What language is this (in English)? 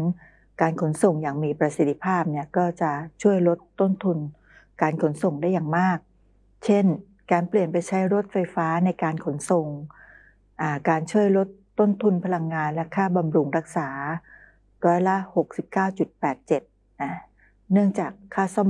Thai